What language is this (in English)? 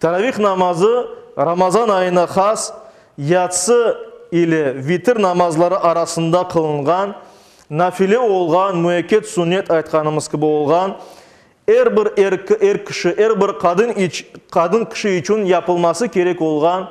Crimean Tatar